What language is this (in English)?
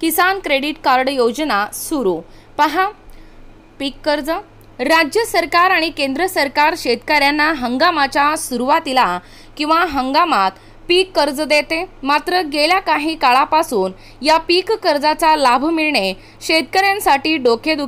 Marathi